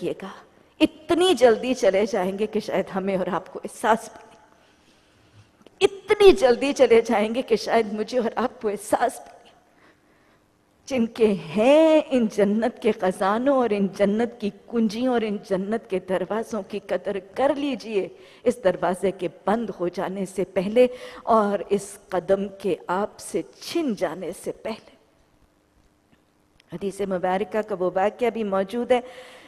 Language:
Urdu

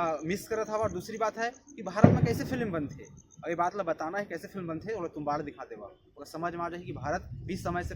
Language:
Chhattisgarhi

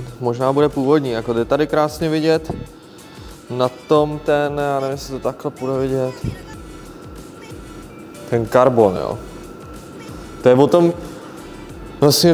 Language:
Czech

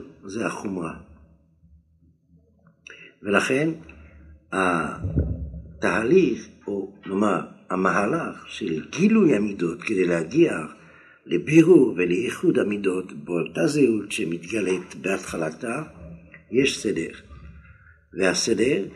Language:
Hebrew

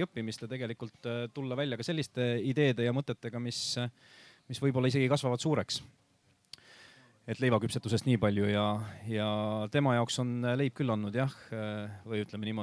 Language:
Estonian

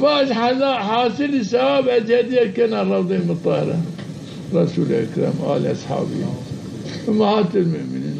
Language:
Zaza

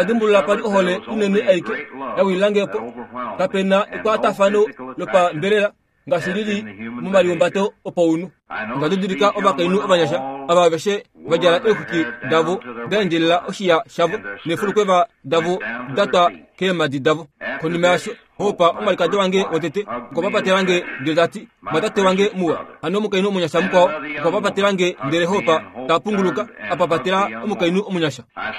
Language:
Kuanyama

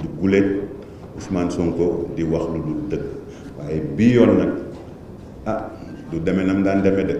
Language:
Wolof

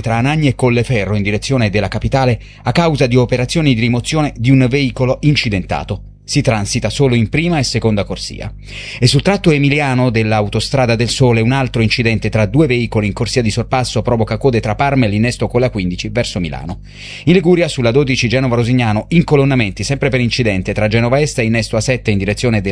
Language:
Italian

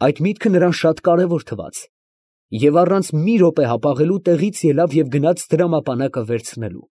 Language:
Armenian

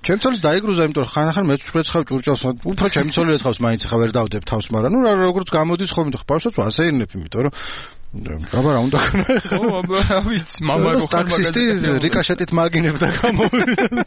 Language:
Georgian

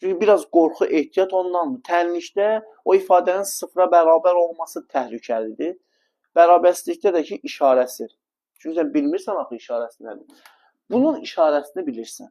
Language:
Azerbaijani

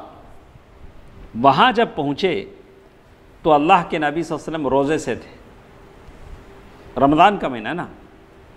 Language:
Urdu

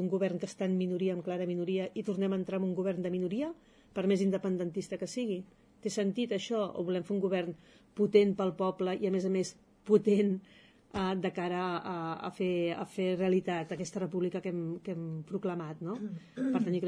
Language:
Catalan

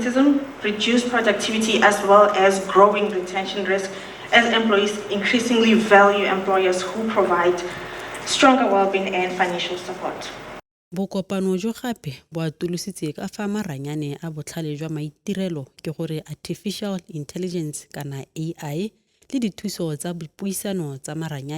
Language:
Tswana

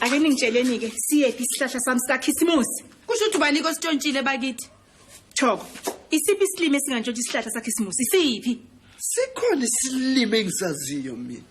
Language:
Zulu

